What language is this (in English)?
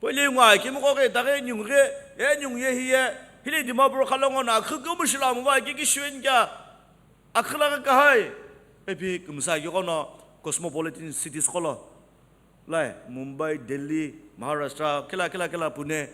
Sumi Naga